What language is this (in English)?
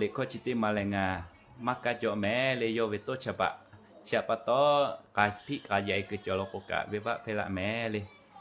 Lahu